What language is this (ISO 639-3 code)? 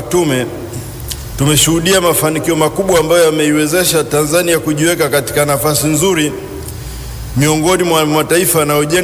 swa